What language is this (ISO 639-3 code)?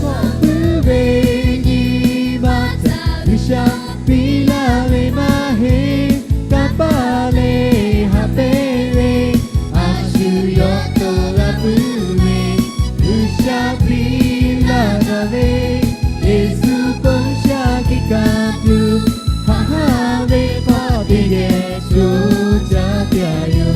lhu